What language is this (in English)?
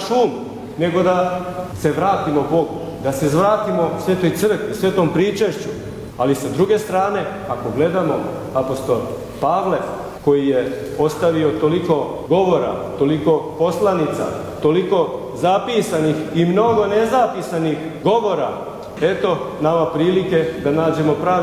Serbian